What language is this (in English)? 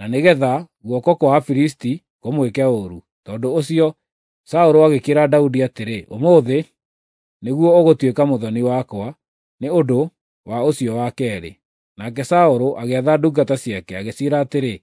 Kikuyu